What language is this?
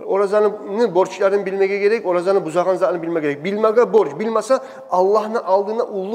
Kumyk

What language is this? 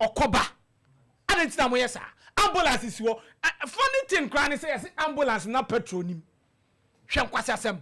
Akan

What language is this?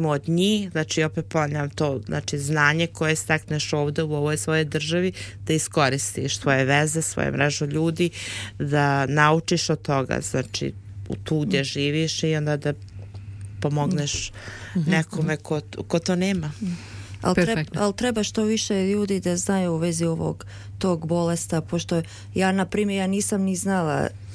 Serbian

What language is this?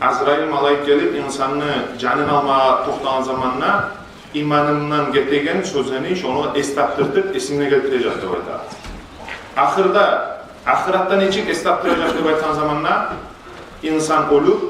Kumyk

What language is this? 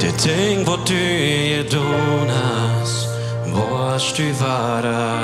Plautdietsch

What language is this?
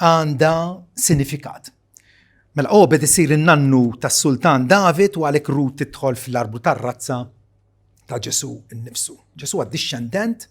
Maltese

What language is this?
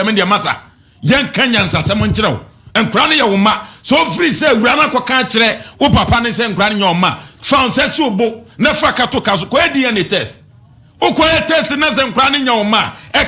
Akan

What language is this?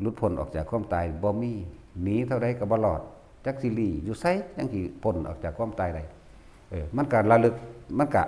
Northeastern Thai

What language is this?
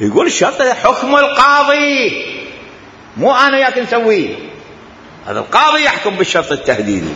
Mesopotamian Arabic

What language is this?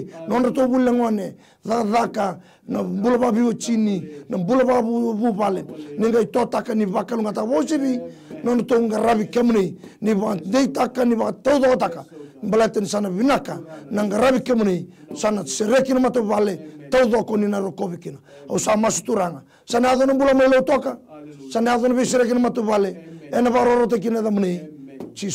Fijian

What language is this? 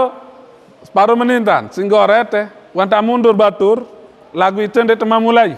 Sasak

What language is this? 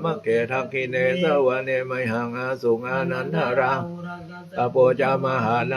Pali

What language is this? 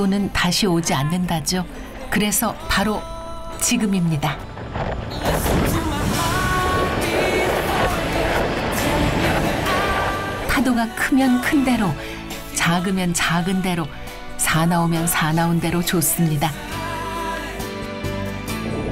Korean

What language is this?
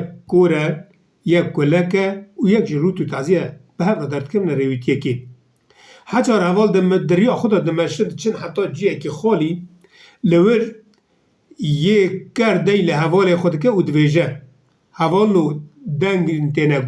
Kurdish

